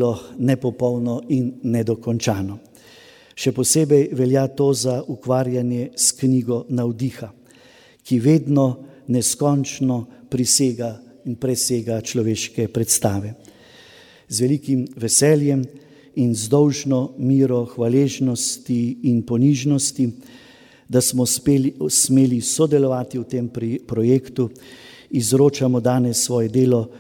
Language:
Slovenian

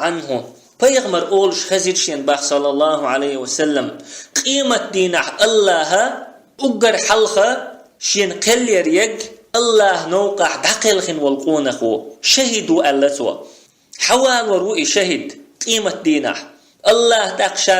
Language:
Chechen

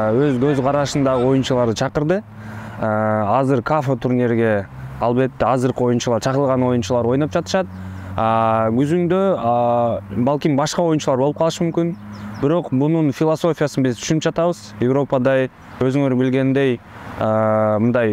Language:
Kyrgyz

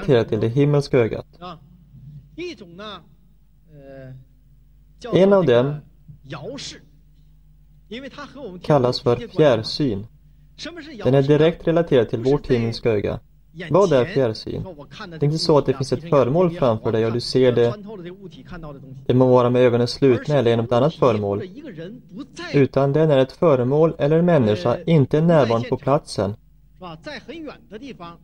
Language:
Swedish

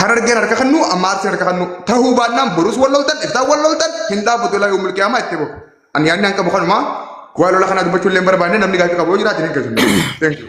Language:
Oromo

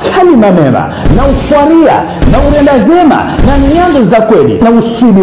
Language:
Ngazidja Comorian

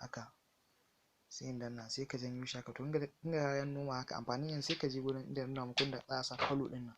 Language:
Hausa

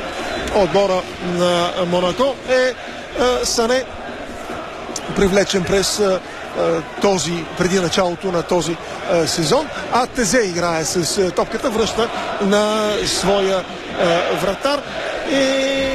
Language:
Bulgarian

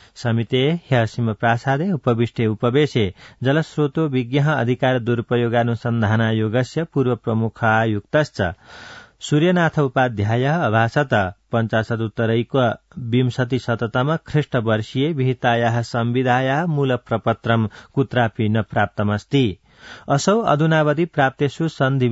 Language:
Sanskrit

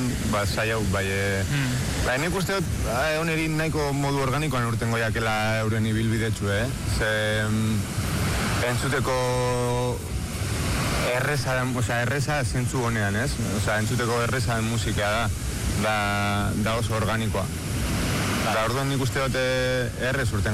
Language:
Basque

